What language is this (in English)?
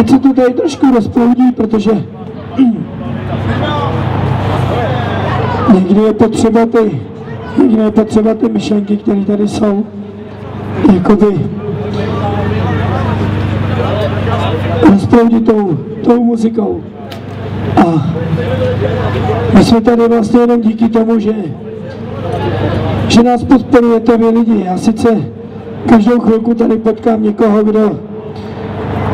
Czech